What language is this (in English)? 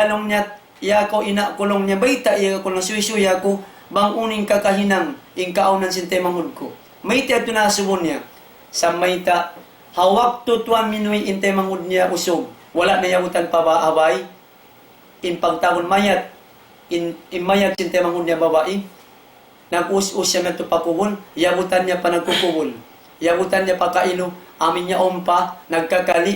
Tausug